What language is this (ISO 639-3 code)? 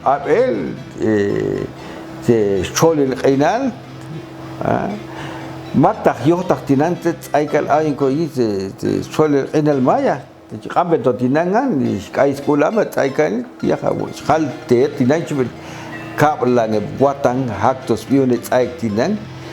jac